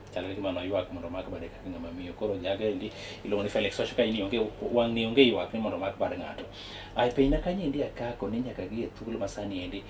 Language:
Luo (Kenya and Tanzania)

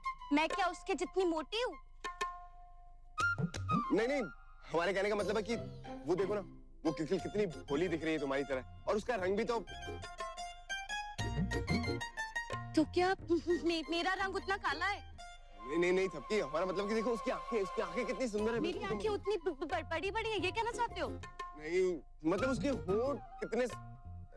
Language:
Hindi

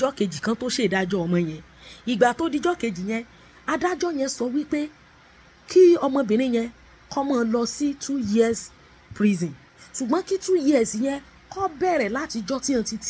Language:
Yoruba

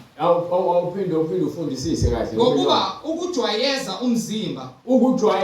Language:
Zulu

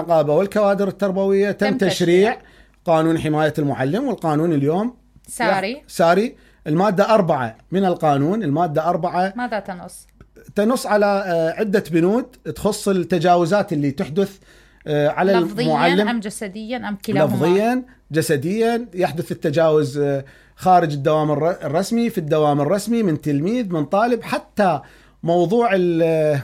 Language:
Mesopotamian Arabic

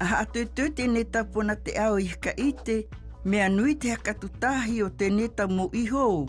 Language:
South Marquesan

